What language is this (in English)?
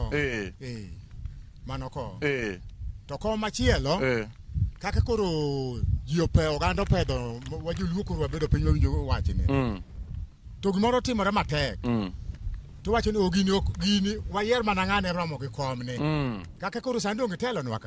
Luo (Kenya and Tanzania)